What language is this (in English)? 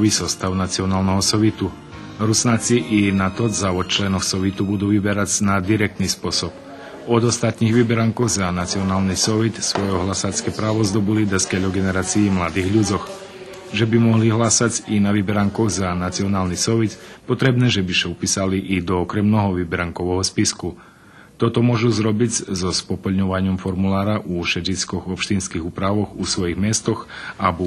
Rusyn